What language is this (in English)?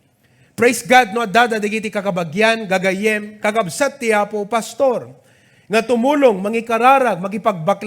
Iloko